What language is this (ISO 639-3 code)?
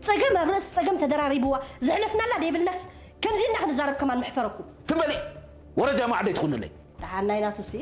tir